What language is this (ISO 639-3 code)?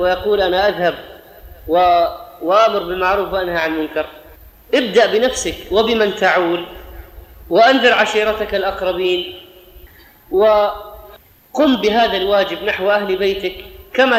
ara